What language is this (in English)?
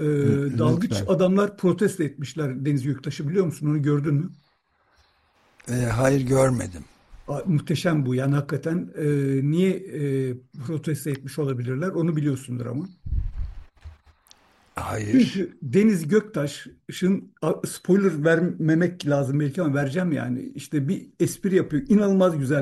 Turkish